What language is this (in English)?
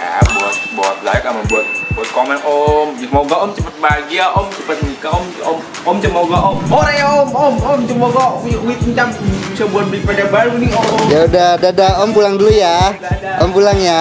Betawi